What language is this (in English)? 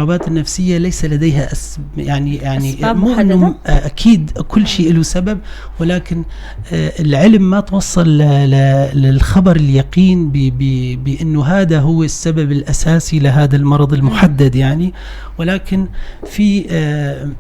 North Levantine Arabic